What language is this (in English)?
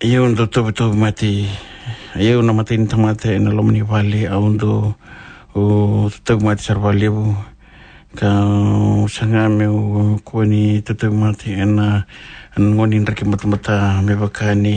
Fijian